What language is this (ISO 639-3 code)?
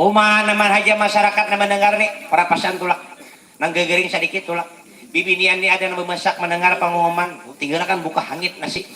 bjn